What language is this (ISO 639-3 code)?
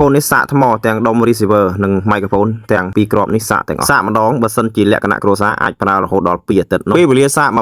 khm